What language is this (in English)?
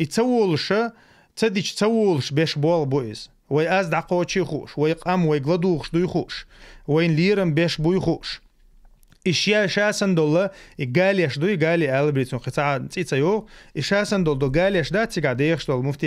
Chechen